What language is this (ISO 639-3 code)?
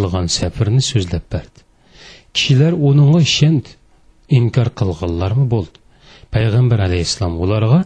uig